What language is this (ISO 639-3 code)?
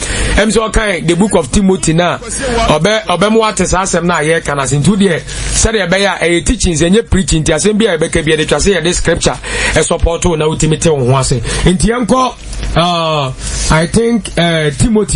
aka